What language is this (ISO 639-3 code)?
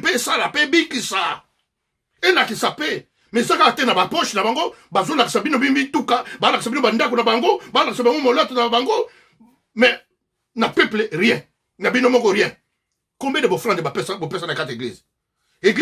lin